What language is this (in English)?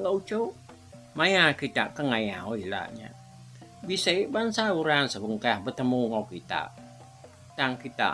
Iban